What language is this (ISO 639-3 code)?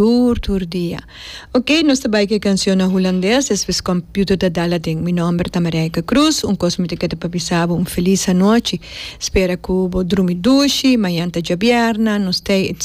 pap